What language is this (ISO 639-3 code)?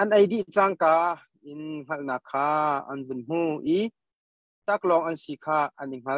cnh